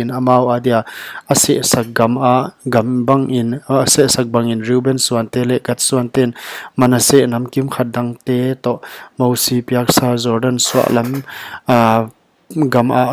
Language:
Paite Chin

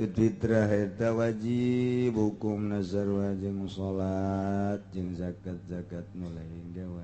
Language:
Sundanese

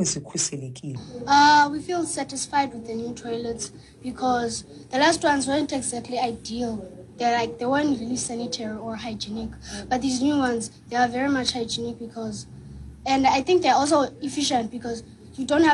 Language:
Xhosa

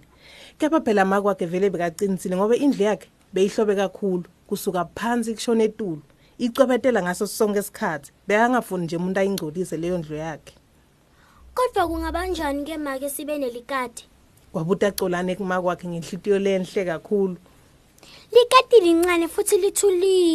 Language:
Swati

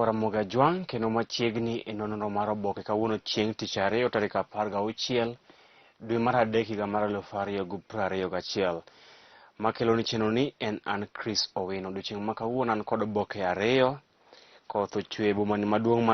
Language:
Luo (Kenya and Tanzania)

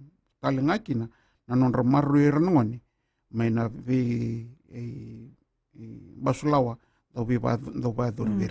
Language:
Fijian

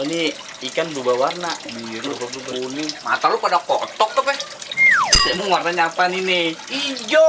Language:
Betawi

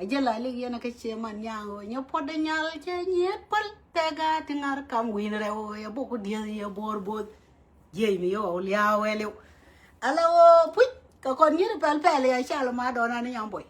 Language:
Nuer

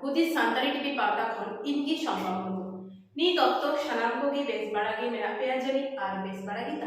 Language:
Santali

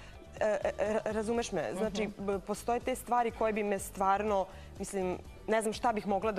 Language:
Serbian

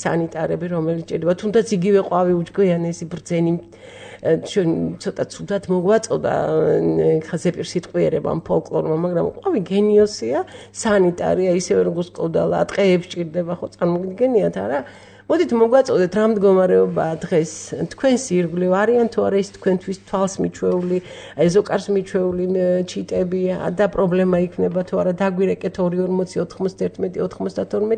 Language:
Georgian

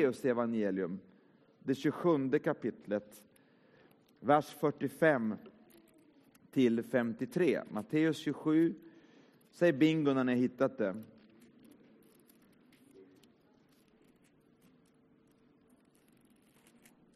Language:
Swedish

